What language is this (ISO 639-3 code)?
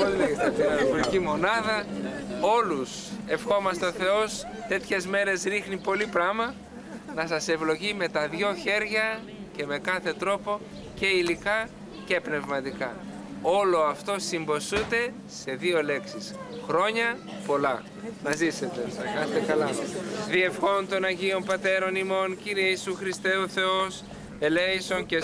ell